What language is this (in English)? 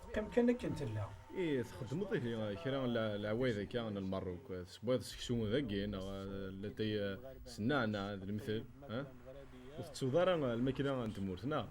Kabyle